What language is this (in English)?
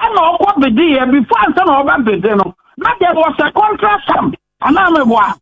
Akan